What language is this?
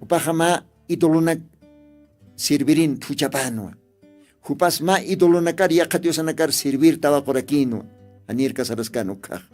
Aymara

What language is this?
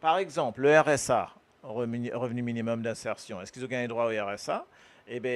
Morisyen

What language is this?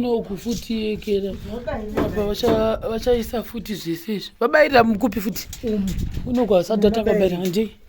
Shona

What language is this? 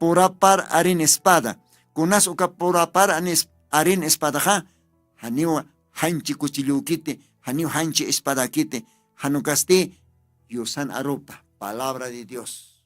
Aymara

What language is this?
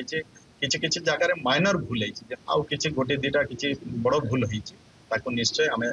Odia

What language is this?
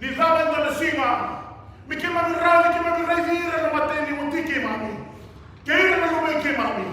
Fijian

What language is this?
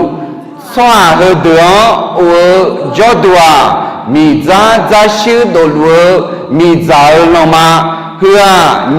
Akha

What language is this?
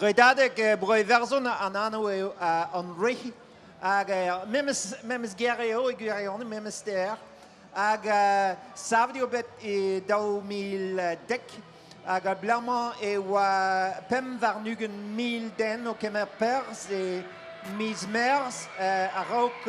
Breton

